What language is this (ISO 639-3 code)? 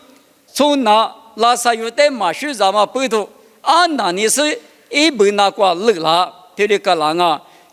lis